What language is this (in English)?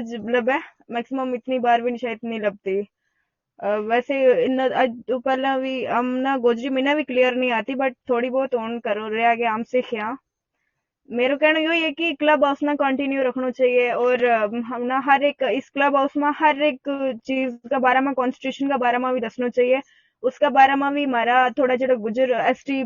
Gujari